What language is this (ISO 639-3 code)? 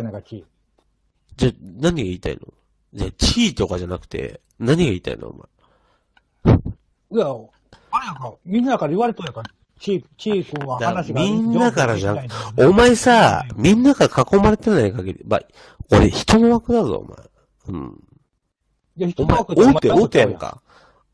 jpn